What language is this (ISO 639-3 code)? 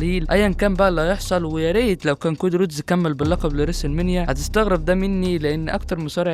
arz